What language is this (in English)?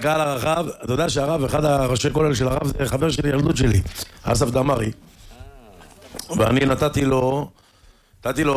Hebrew